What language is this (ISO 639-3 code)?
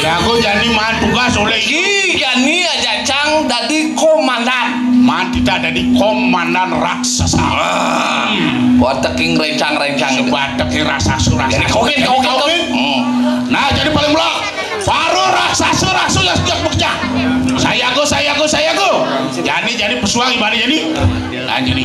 ban